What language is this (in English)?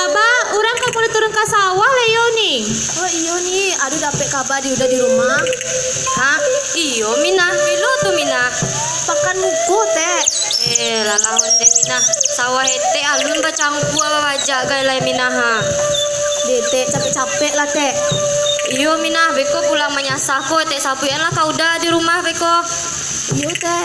Minangkabau